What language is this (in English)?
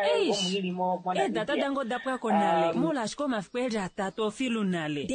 Kuanyama